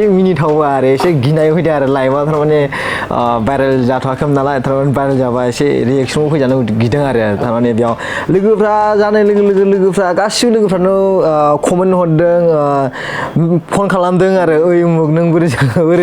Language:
Bodo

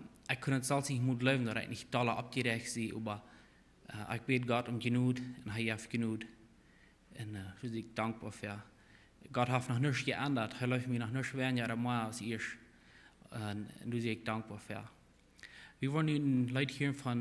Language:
Plautdietsch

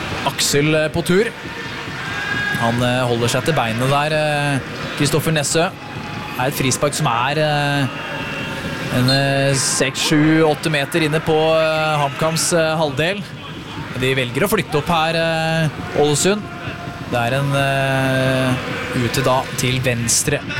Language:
Norwegian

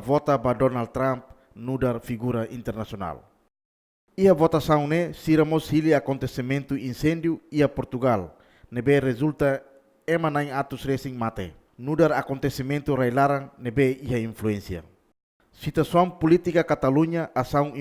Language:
Tetum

